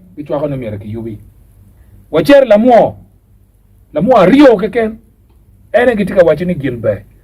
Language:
Acoli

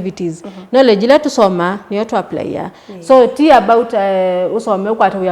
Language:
Kamba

